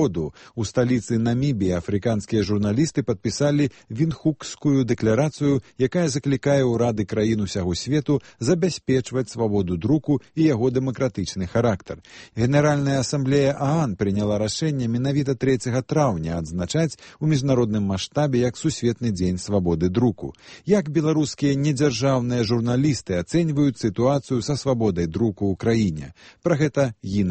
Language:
Belarusian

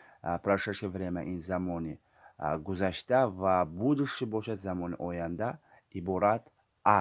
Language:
Tajik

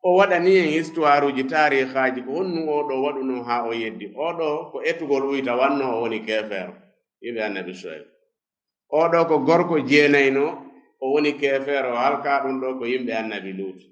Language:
Fula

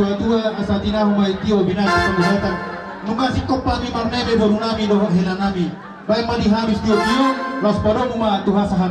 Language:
Batak Toba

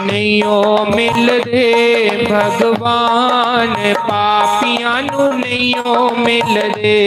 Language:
Dogri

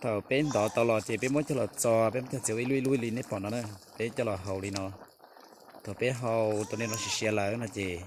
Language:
Hmong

